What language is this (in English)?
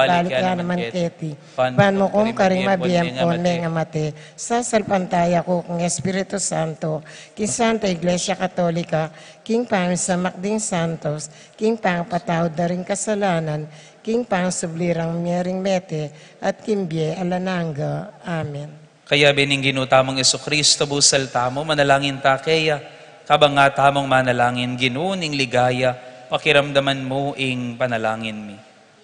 Pampanga